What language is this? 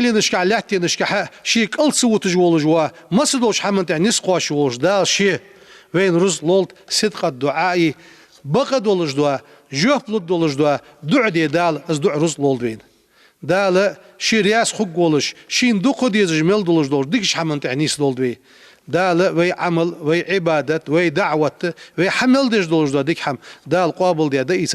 Ingush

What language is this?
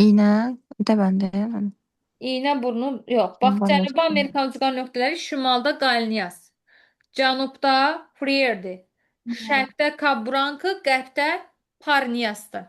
Azerbaijani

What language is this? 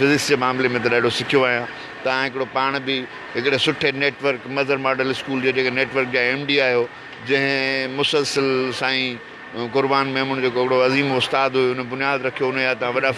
Sindhi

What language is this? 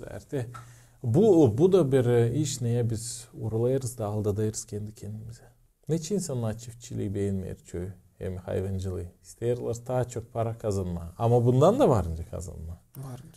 Gagauz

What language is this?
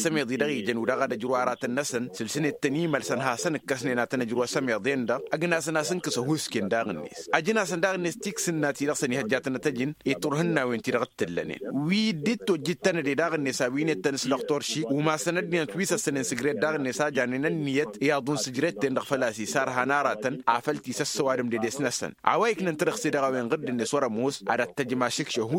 Tamasheq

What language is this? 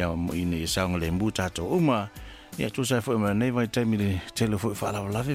Samoan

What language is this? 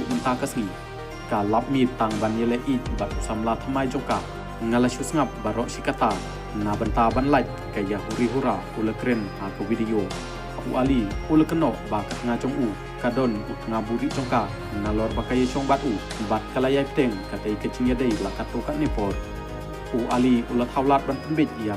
Khasi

